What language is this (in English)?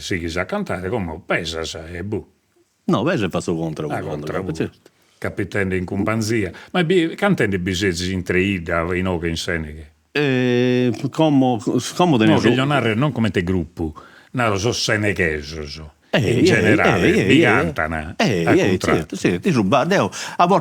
Sardinian